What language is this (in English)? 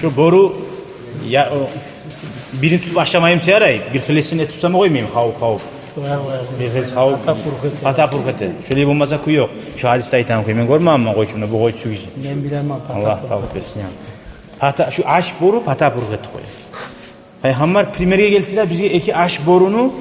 Kumyk